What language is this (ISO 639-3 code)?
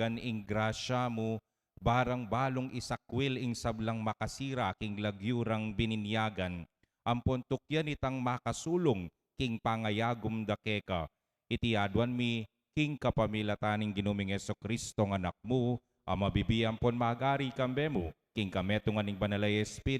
pam